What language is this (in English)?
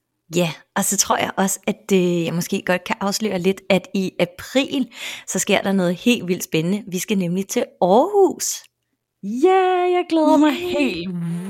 Danish